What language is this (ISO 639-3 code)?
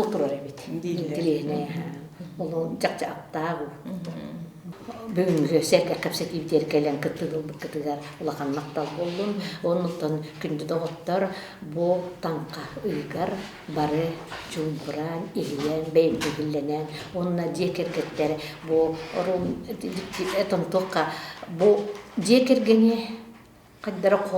sah